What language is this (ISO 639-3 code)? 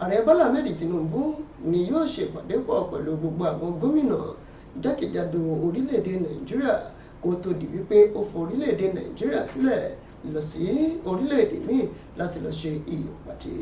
yor